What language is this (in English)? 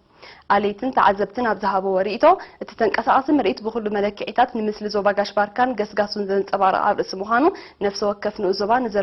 Tigrinya